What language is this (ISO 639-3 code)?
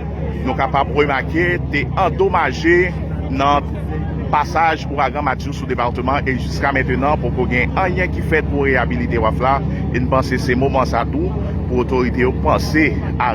hat